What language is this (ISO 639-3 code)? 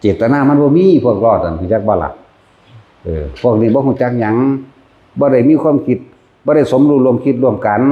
tts